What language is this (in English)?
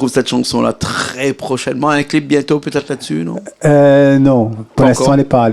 Réunion Creole French